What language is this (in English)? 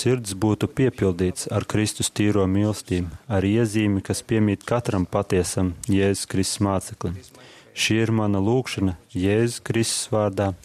Latvian